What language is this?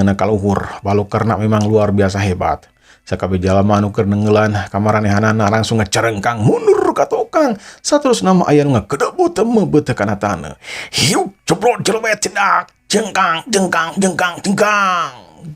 Sundanese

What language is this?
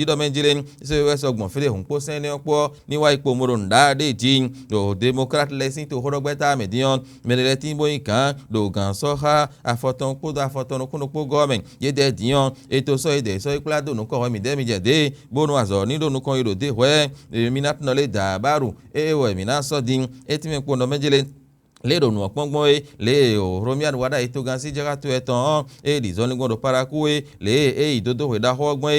Fon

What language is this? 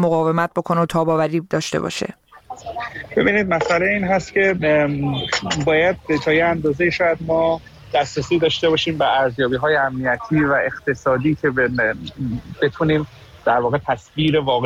Persian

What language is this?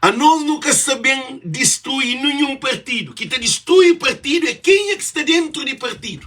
Kabuverdianu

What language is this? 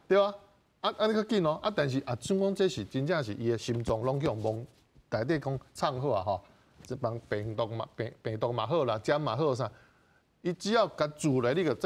Min Nan Chinese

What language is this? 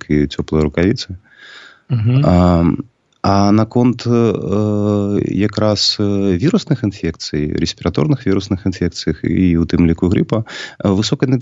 Belarusian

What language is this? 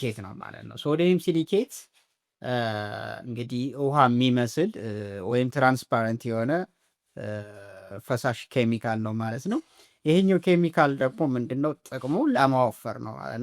Amharic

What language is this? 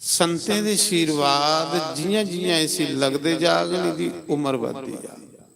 Dogri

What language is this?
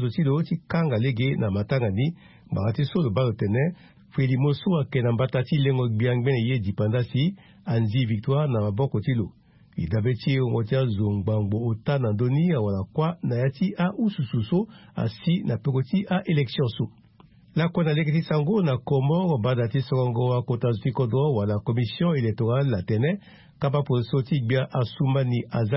Sango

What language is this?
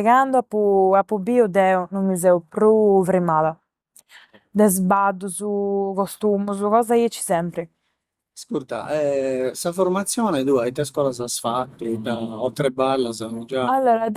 Sardinian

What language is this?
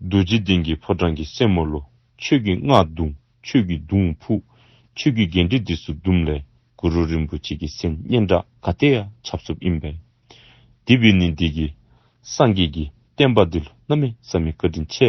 Dzongkha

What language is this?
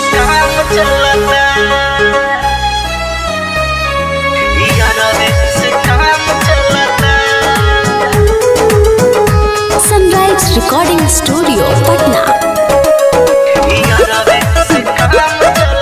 Bhojpuri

